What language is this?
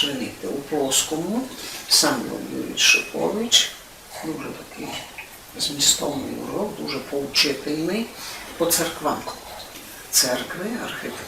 Rusyn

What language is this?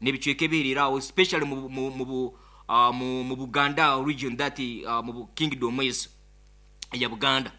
Nyoro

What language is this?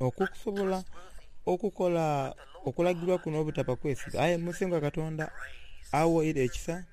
Soga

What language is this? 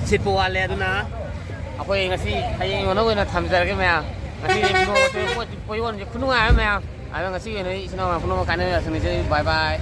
Manipuri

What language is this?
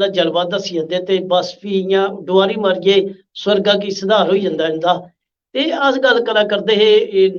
Dogri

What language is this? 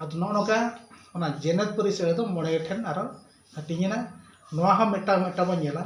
Santali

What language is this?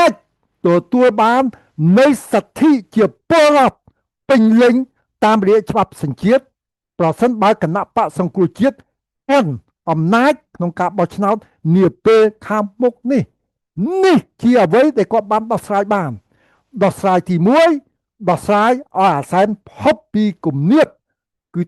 Khmer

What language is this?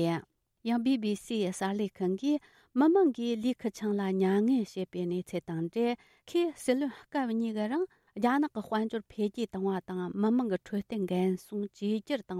Tibetan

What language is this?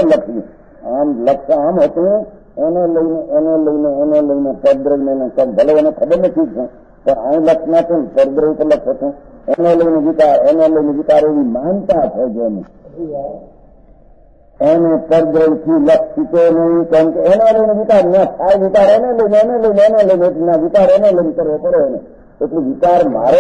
Gujarati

